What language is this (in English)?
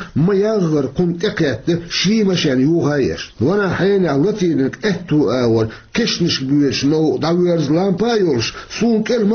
Chechen